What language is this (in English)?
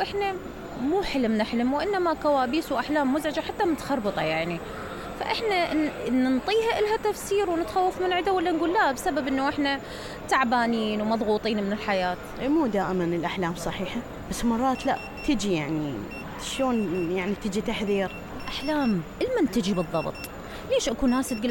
Mesopotamian Arabic